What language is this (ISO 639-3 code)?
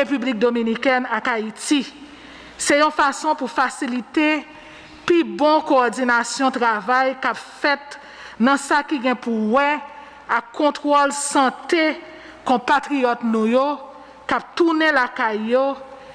hat